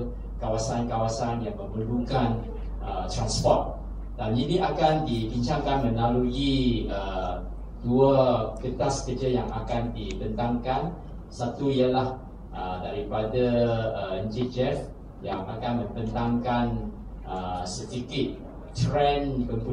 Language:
Malay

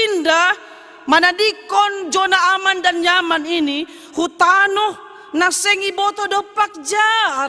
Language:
Batak Simalungun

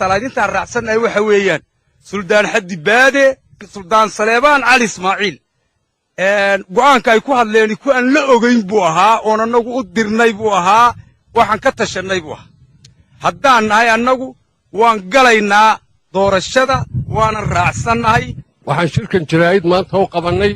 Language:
Somali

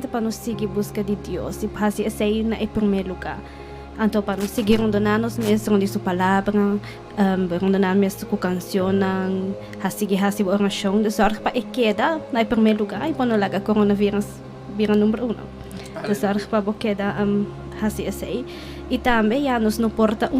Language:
Papiamento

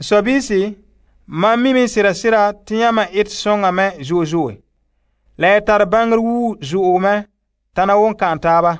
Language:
Frafra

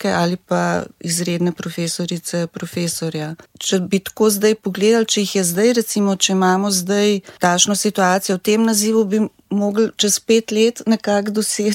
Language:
Slovenian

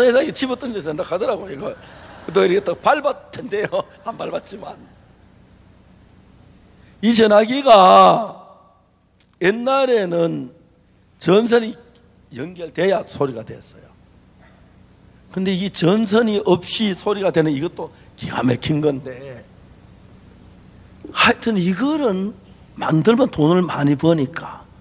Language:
Korean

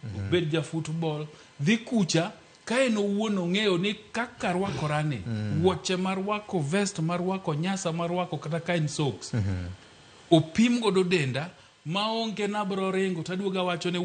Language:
Luo (Kenya and Tanzania)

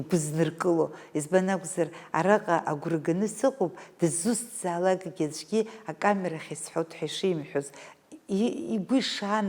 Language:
Abkhazian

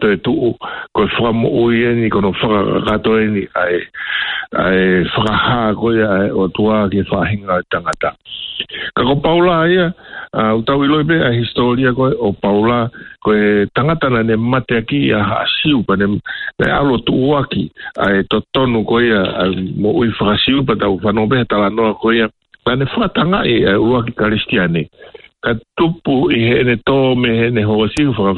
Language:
Tongan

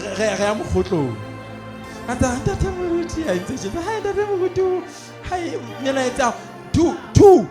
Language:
Southern Sotho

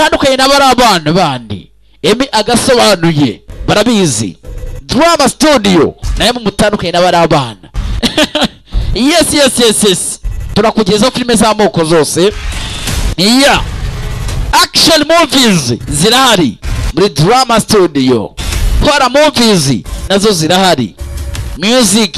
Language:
Kinyarwanda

